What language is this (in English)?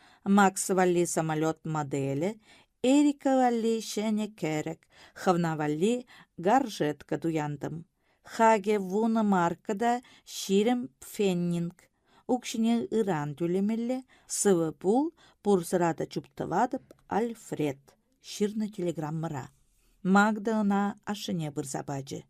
Chuvash